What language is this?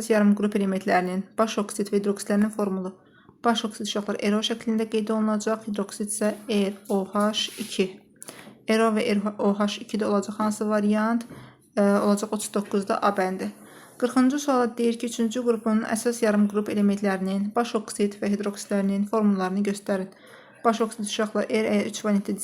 Azerbaijani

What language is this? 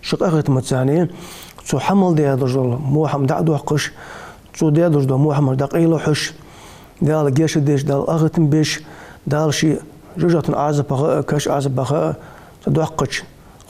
Ingush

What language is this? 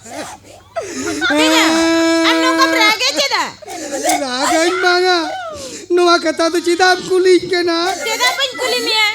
Santali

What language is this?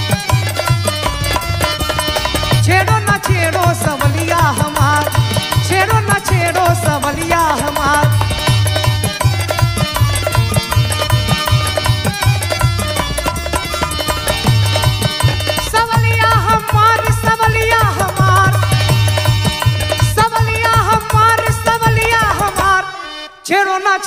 Bhojpuri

